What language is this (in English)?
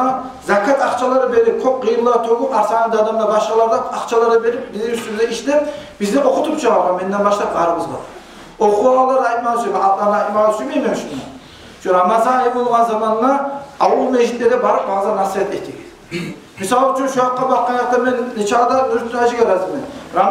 Kumyk